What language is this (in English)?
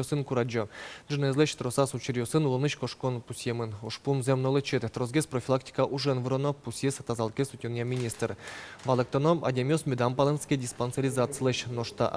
Udmurt